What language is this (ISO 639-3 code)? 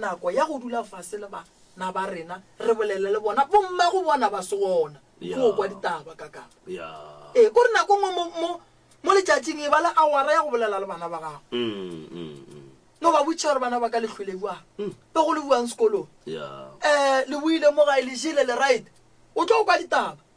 nso